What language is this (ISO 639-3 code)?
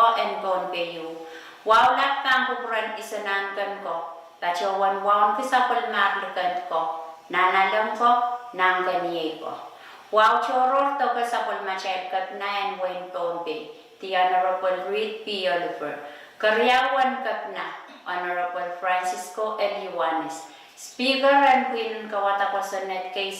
pon